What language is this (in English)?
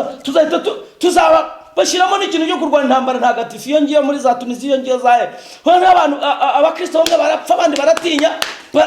Kinyarwanda